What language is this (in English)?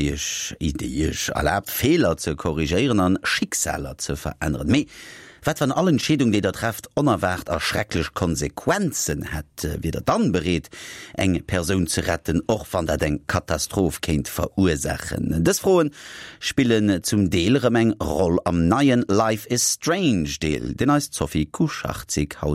Luxembourgish